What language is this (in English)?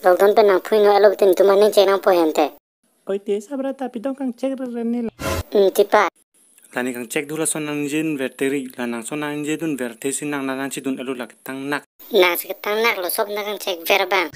Karbi